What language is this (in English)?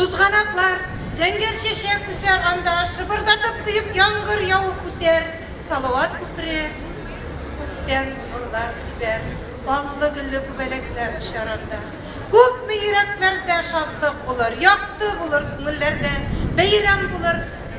Tatar